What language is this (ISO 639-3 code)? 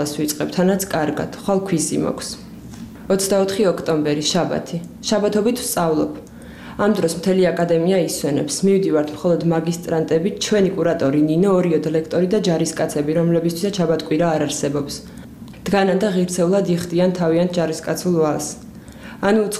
kat